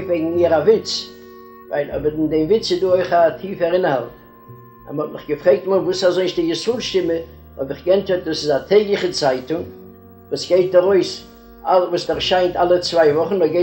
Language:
Yiddish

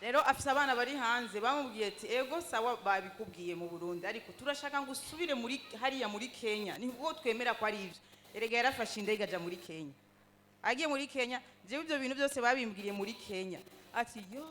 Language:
Rundi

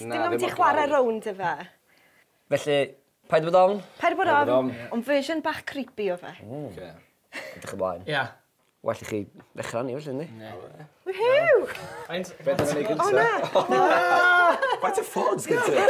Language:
Welsh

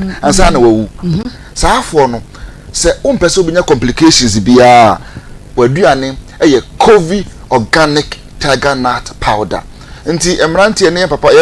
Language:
Akan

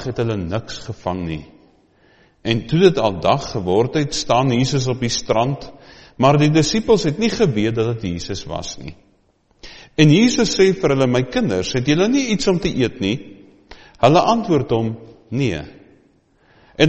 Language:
Afrikaans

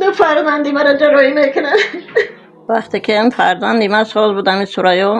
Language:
Tajik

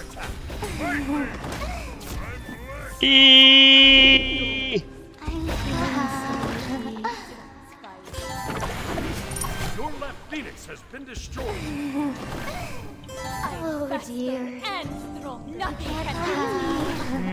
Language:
German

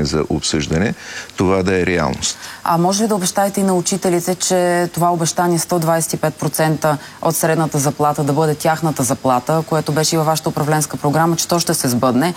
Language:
Bulgarian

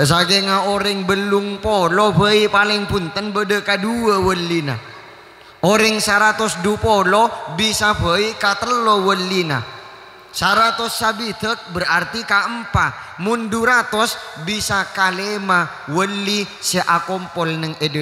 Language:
Madurese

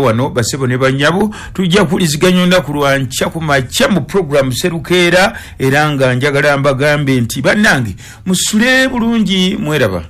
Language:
Ganda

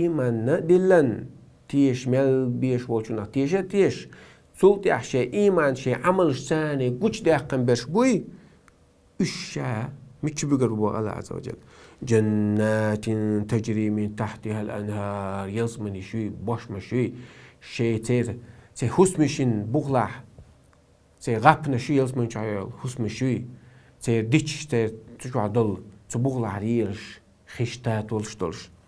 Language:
Chechen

